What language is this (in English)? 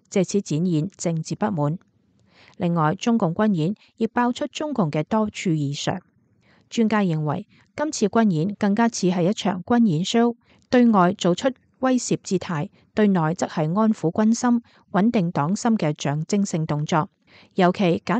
Cantonese